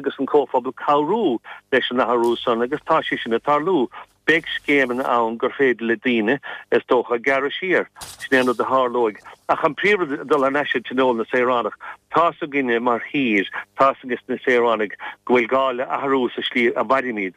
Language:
Irish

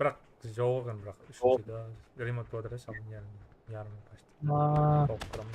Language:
Kara-Kalpak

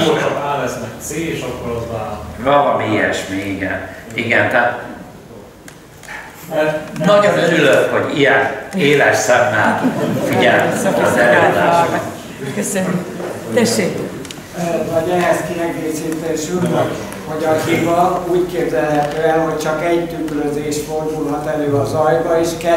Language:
Hungarian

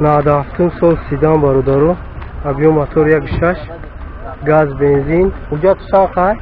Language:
Tajik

